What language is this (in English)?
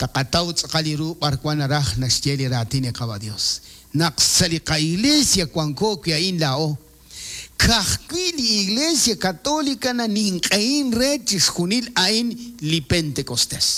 Kekchí